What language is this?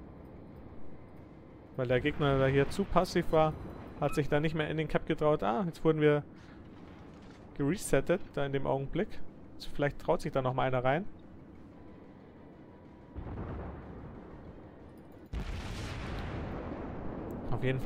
German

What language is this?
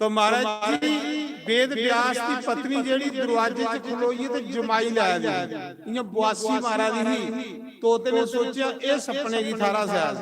Dogri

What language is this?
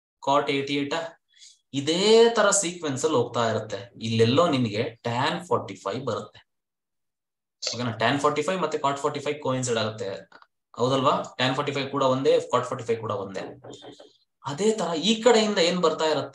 Kannada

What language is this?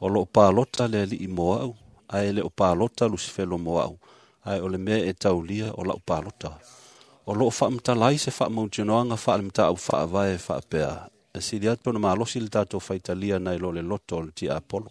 Samoan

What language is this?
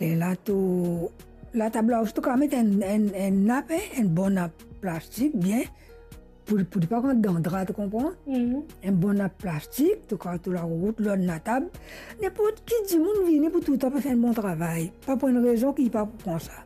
Morisyen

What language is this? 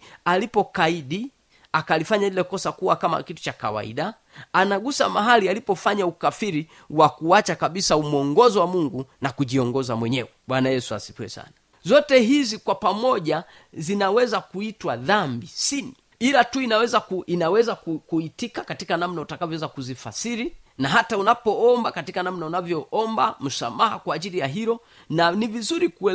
Swahili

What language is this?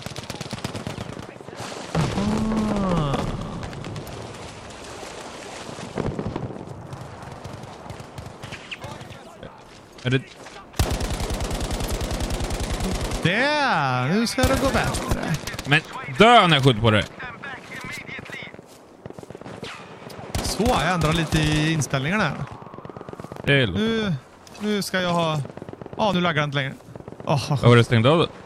Swedish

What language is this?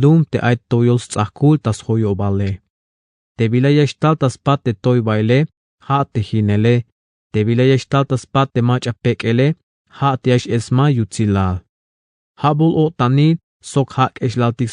Tzeltal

